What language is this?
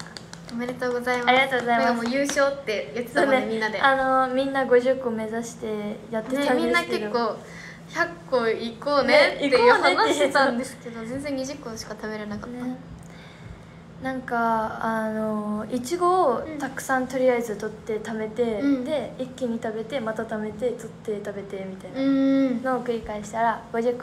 Japanese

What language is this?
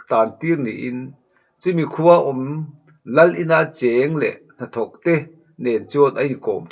Mizo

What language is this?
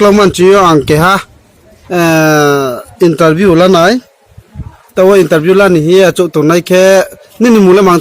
Riang (India)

